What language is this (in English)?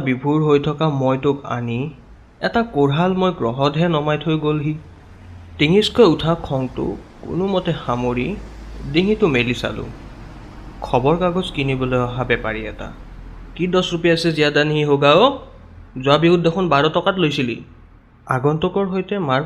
Assamese